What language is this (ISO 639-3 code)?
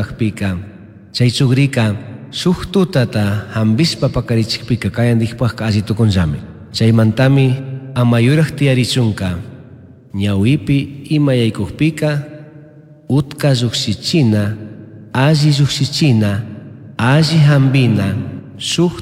qug